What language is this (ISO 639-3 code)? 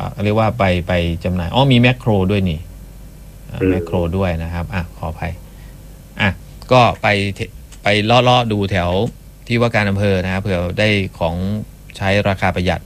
tha